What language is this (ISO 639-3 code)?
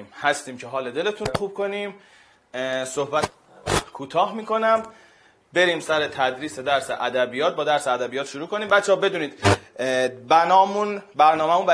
fas